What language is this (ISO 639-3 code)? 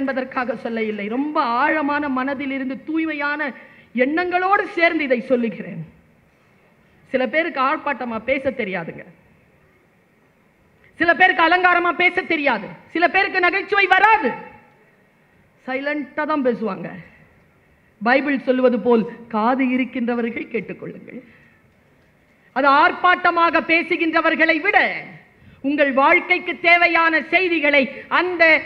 tam